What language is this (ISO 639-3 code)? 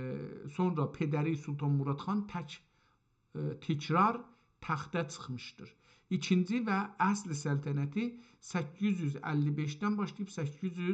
azb